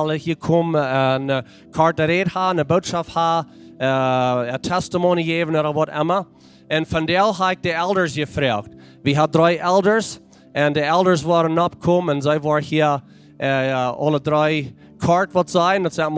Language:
Plautdietsch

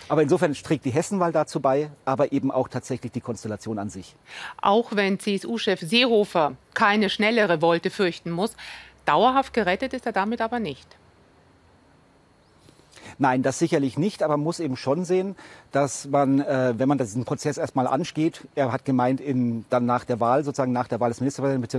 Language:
German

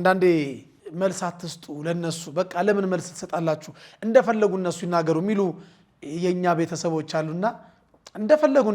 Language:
Amharic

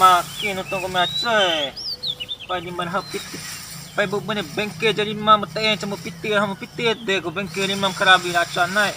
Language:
Bima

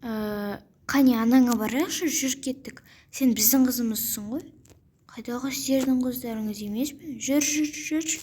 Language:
Kazakh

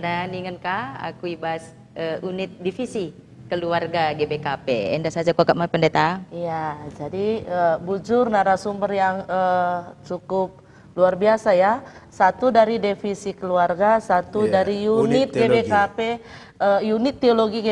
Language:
Batak Karo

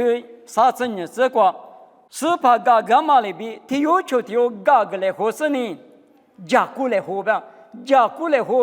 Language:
Lisu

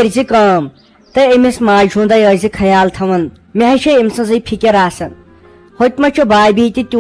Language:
Kashmiri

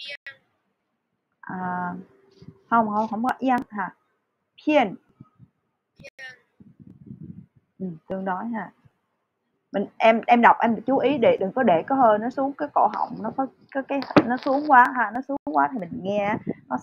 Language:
Vietnamese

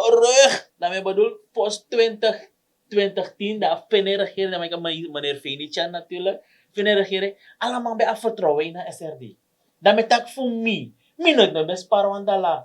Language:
Sranan Tongo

